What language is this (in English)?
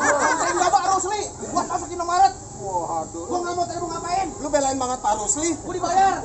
Betawi